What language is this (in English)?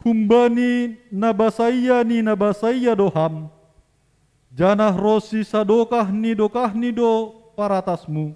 Batak Simalungun